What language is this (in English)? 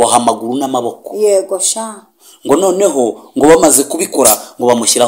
Kinyarwanda